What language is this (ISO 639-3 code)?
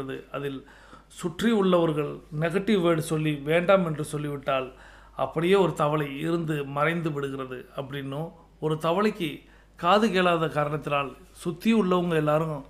tam